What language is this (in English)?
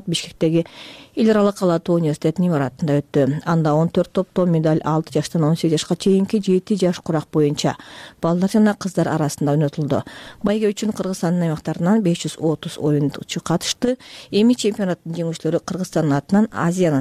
Kyrgyz